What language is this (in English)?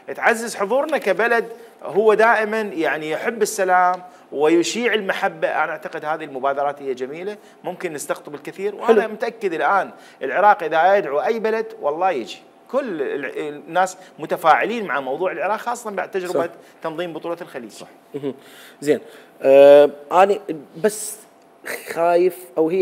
Mesopotamian Arabic